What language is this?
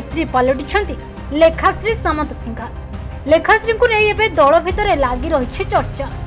Odia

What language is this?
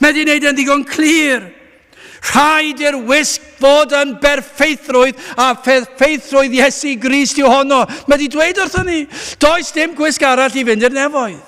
Welsh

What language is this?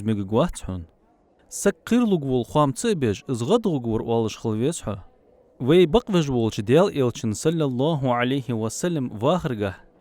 Ingush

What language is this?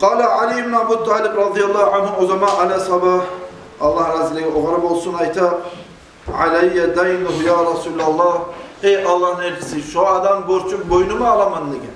Kumyk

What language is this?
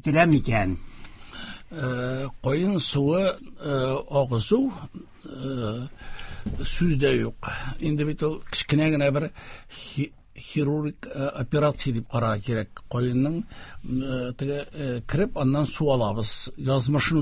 Tatar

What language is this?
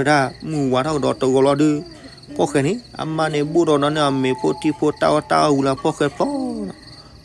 S'gaw Karen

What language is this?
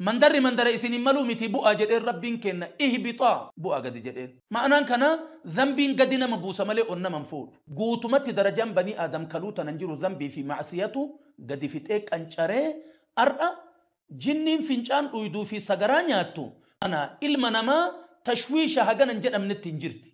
Oromo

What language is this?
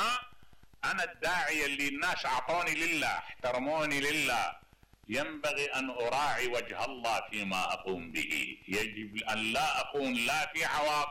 Mesopotamian Arabic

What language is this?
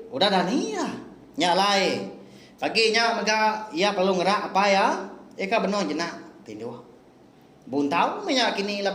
Iban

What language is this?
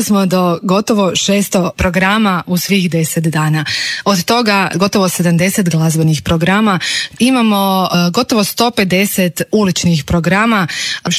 Croatian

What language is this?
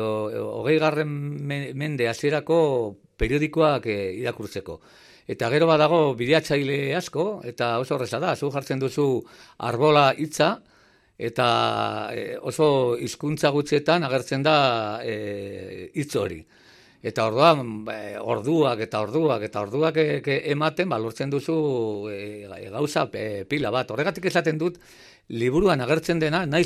Basque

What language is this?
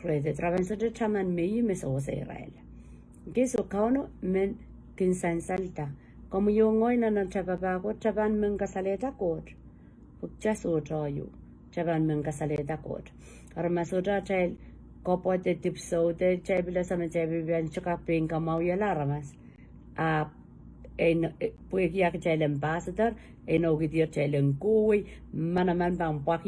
Pohnpeian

